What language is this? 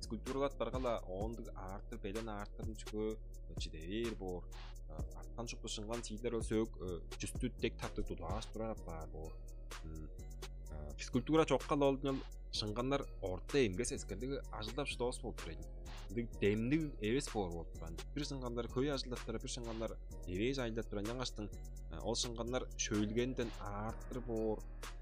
Tuvinian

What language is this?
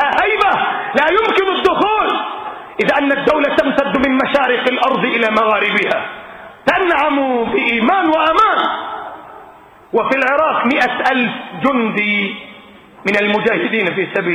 Arabic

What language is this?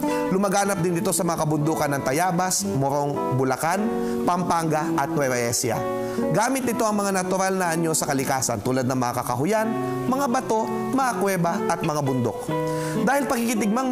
Filipino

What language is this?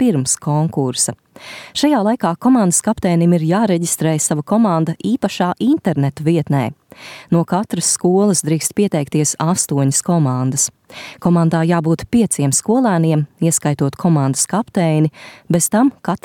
Latvian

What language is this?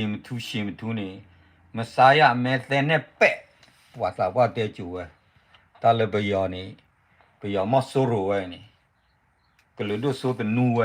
S'gaw Karen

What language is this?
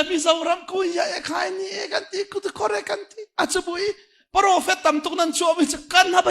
Hakha Chin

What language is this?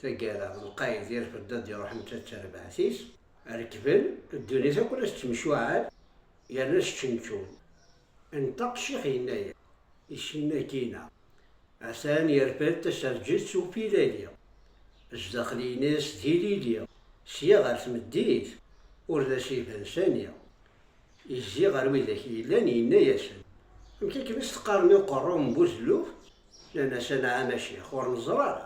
Kabyle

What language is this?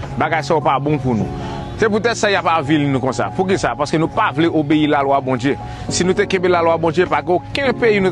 Haitian Creole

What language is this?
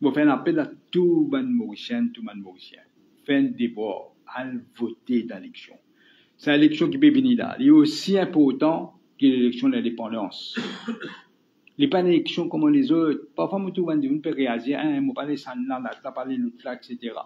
Morisyen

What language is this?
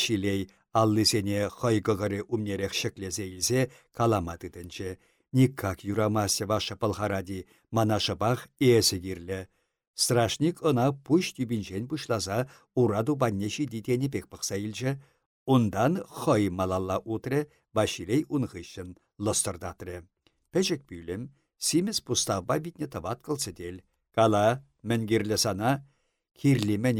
Chuvash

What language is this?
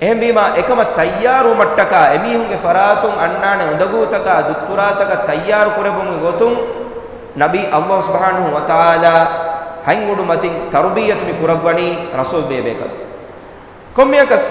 Divehi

